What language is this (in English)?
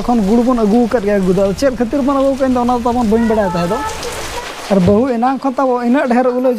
Santali